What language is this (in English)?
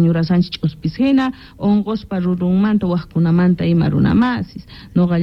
Quechua